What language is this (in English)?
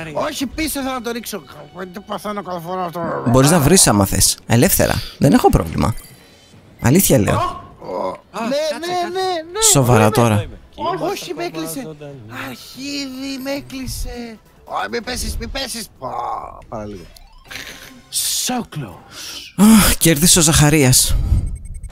Greek